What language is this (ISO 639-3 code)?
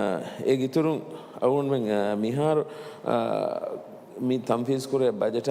div